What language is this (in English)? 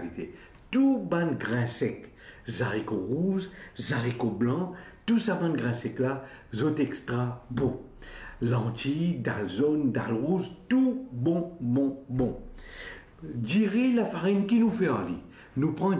Morisyen